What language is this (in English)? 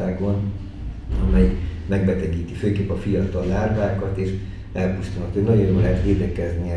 Hungarian